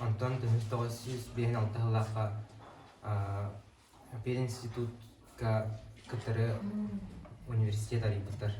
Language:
Yakut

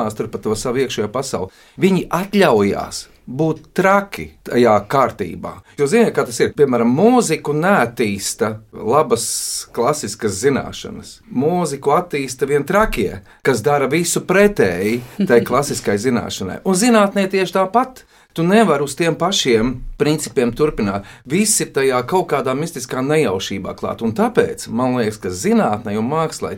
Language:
Latvian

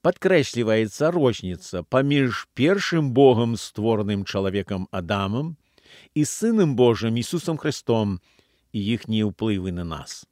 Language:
Belarusian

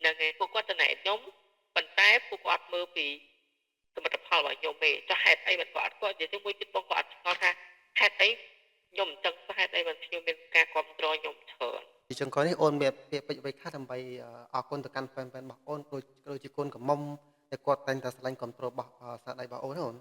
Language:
Khmer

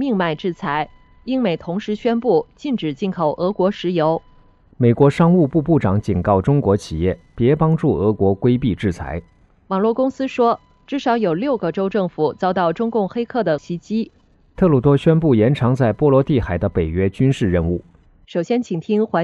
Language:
Chinese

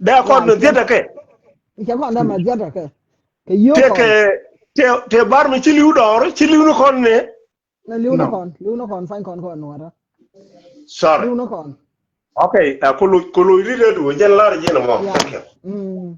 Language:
Nuer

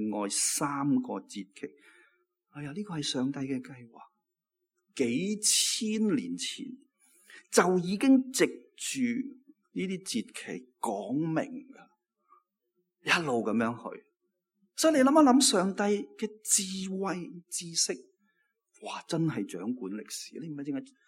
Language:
Cantonese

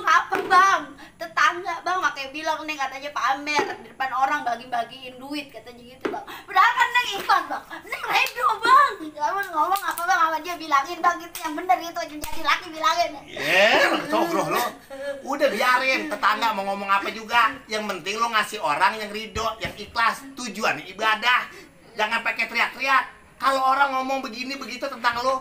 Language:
Betawi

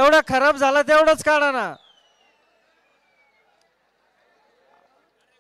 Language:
Marathi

